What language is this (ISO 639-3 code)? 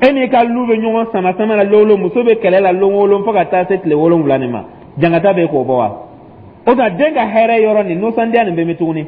dyu